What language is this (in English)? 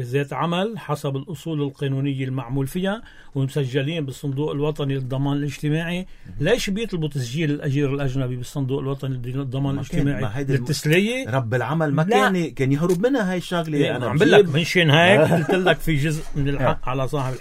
North Levantine Arabic